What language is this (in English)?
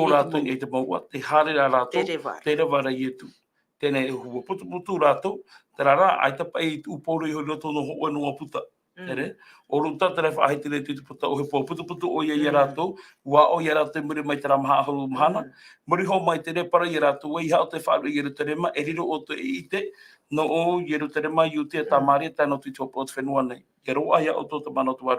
Tahitian